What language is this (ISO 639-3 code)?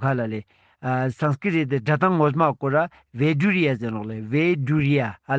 lbj